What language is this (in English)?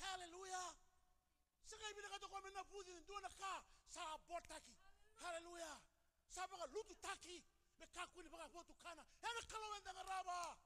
Fijian